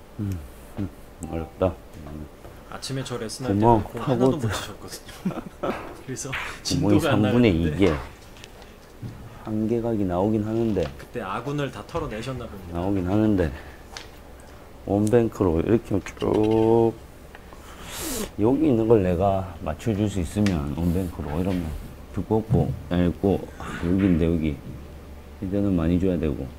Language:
Korean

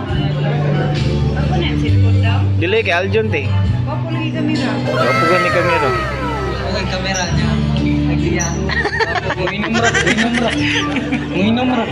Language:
Cebuano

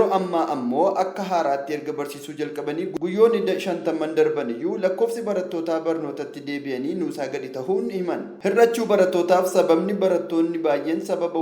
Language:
Oromo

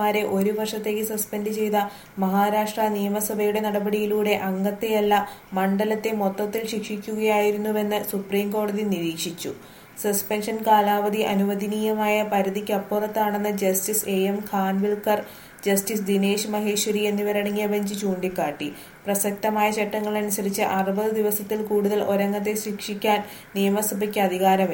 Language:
Malayalam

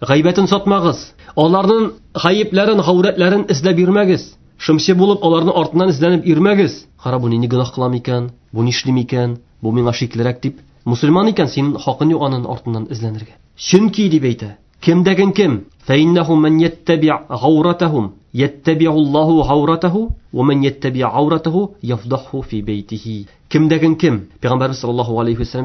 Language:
Tatar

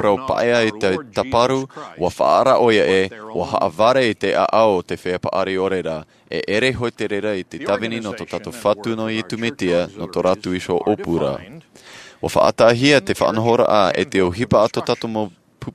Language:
Tahitian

